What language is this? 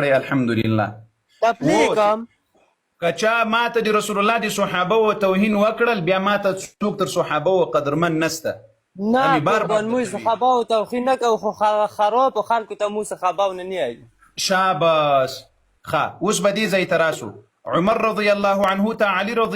Pashto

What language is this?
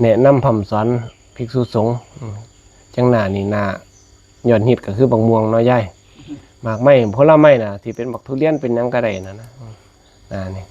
Northeastern Thai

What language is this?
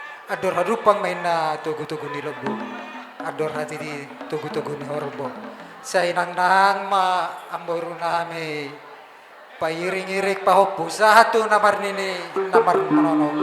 Batak Toba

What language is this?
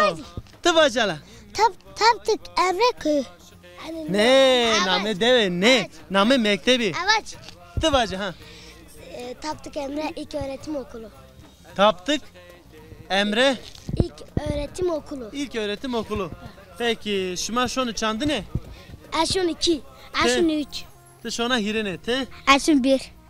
Zaza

